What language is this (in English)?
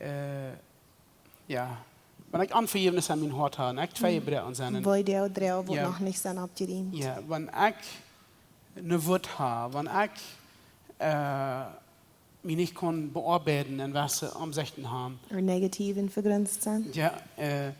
Plautdietsch